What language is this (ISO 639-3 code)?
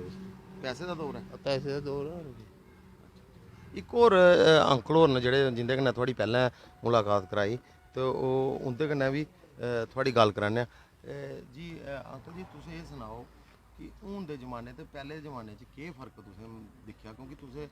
doi